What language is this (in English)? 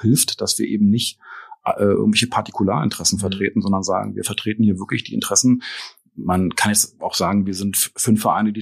German